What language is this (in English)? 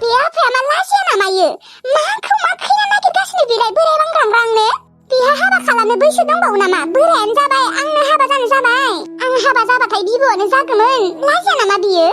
Bodo